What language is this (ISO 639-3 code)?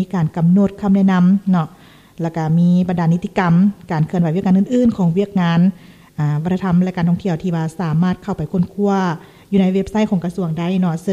lao